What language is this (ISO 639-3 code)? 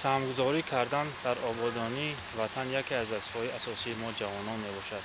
tgk